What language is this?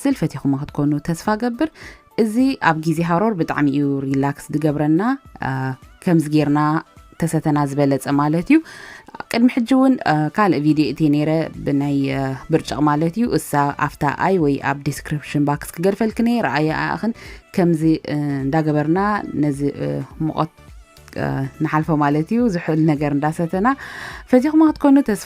Tigrinya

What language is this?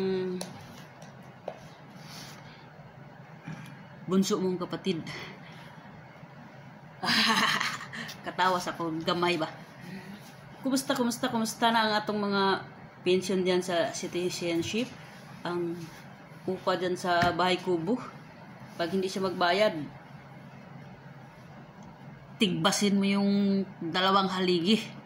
Filipino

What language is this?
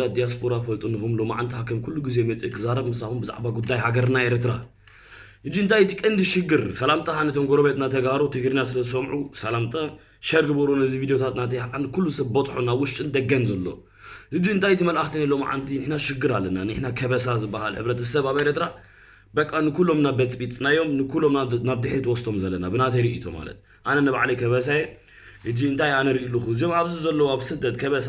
Tigrinya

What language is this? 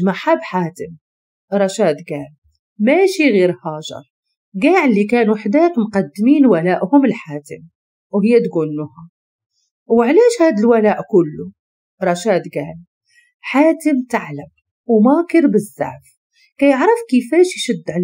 Moroccan Arabic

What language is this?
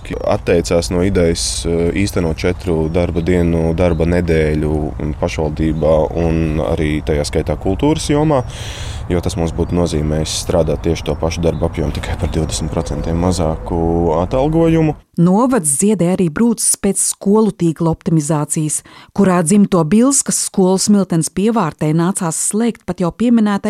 Latvian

